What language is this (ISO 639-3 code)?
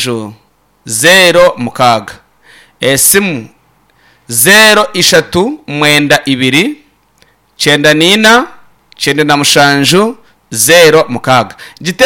nyn